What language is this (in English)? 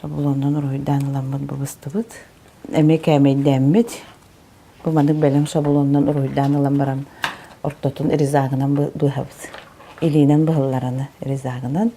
Yakut